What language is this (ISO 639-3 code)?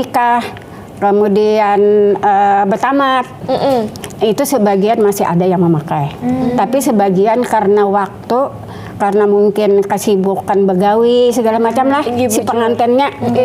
bjn